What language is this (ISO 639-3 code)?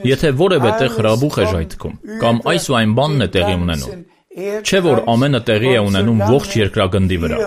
hye